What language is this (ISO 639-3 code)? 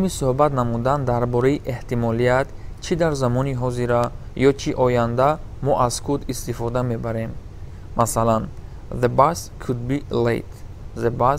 tgk